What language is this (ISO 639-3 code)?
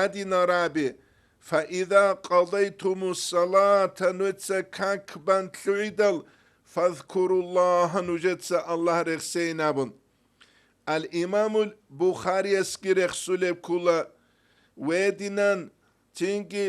ava